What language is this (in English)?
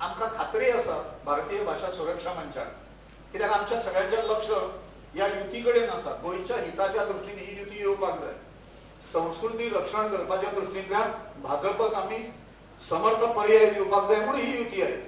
Konkani